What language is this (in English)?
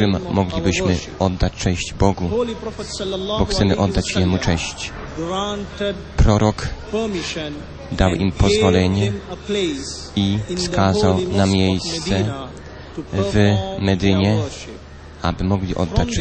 Polish